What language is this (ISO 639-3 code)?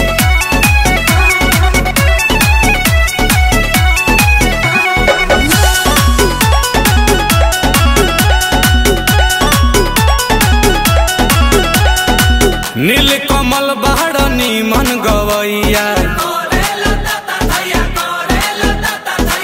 bho